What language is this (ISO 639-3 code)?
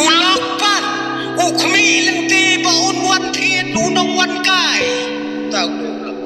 kha